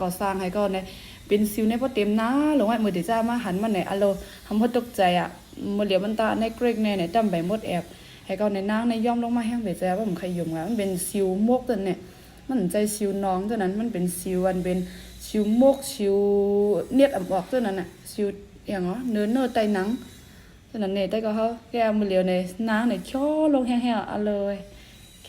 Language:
Shan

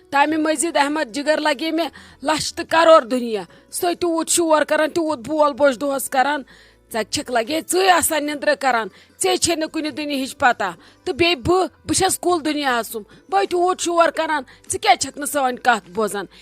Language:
Kashmiri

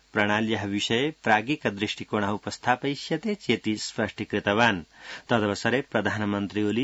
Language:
Sanskrit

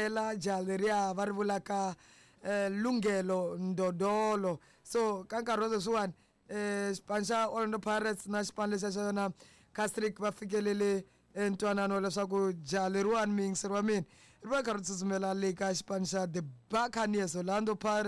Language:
Tsonga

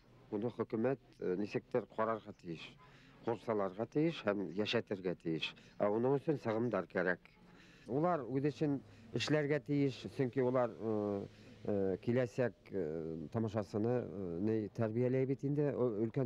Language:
Bashkir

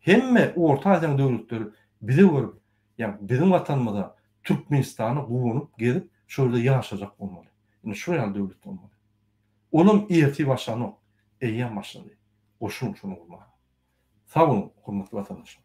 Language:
Turkmen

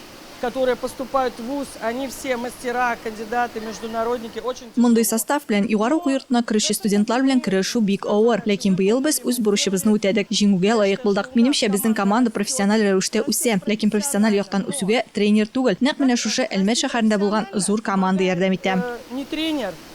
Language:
Tatar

